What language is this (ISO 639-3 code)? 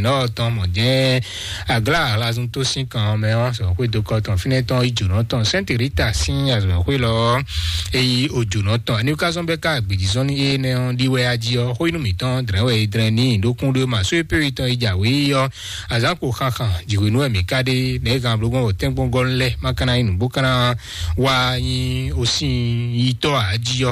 fon